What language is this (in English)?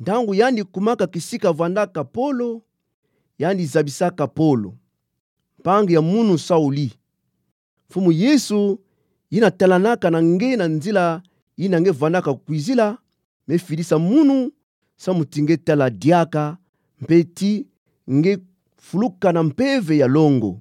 Kituba (Democratic Republic of Congo)